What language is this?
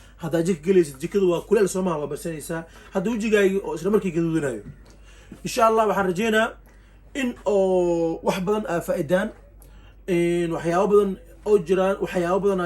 Somali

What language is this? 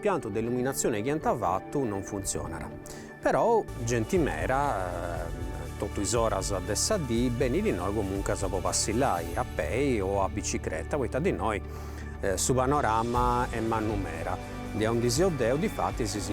Sardinian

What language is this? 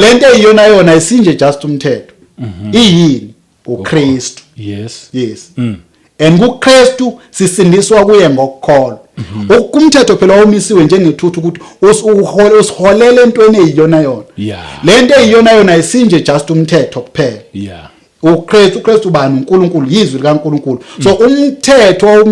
Zulu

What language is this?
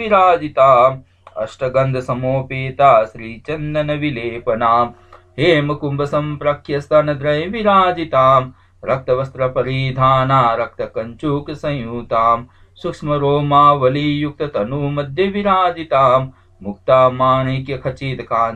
Sanskrit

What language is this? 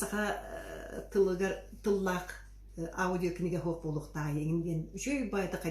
Yakut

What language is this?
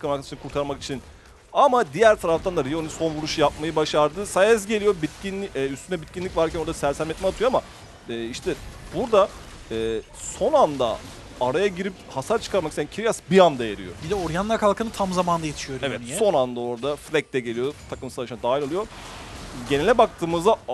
Turkish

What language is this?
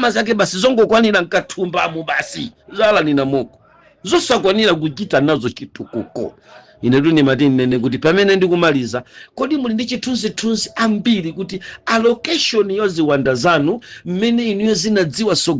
Nyanja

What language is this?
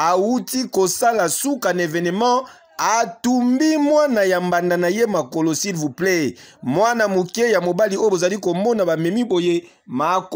Lingala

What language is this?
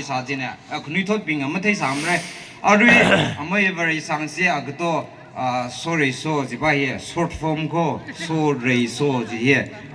Tangkhul Naga (India)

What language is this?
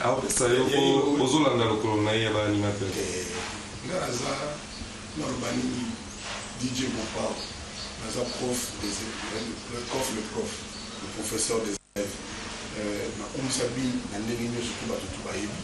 Lingala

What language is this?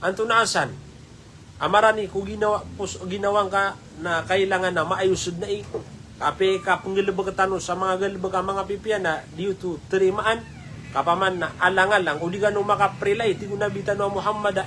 Maranao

